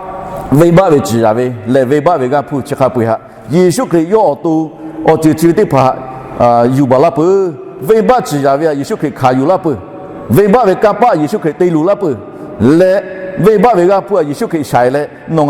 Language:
Lahu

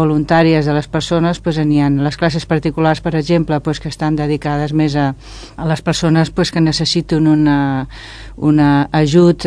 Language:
Catalan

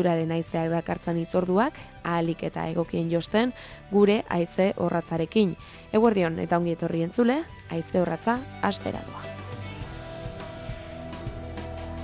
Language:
Basque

